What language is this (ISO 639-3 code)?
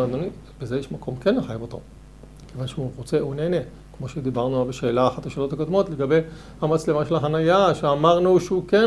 heb